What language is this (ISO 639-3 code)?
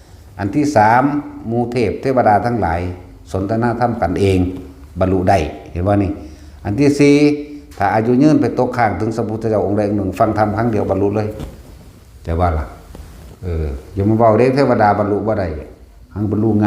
lao